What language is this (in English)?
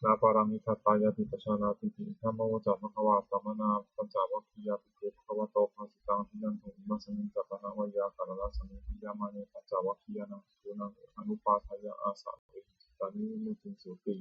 Pali